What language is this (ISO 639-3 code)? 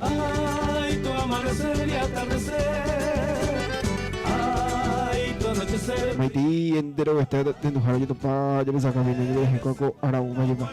grn